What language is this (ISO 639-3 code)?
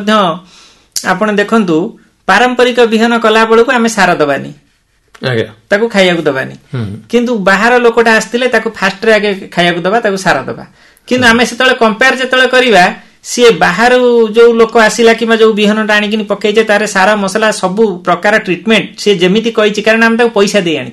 ori